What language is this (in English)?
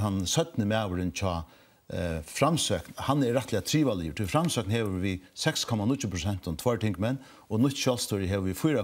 Faroese